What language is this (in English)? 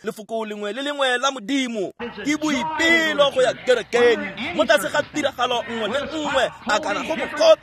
Tswana